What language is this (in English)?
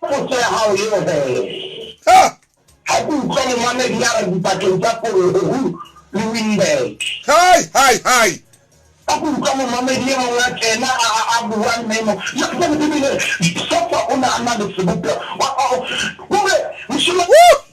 Southern Sotho